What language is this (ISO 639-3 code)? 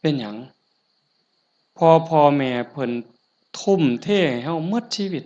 tts